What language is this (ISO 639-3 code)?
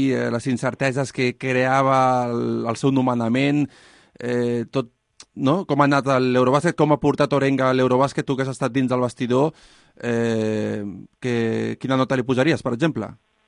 cat